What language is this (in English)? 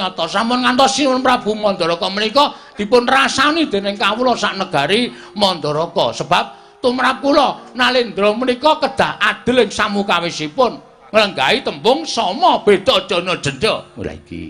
Javanese